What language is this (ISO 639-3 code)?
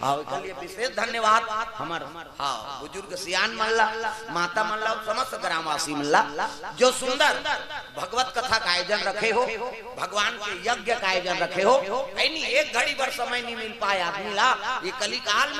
hne